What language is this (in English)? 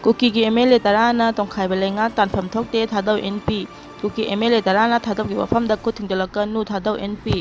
Manipuri